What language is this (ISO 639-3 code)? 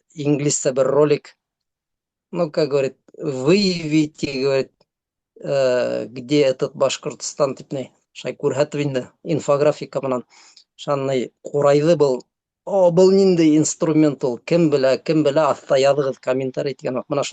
bak